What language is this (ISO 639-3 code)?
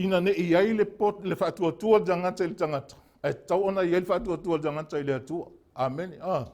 smo